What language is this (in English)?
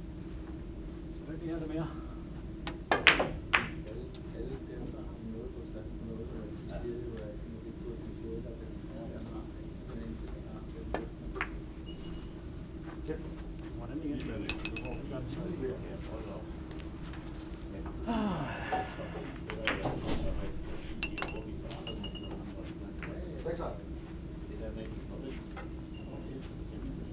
Danish